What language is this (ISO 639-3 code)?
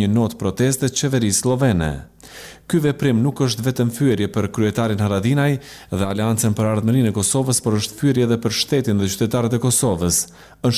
sqi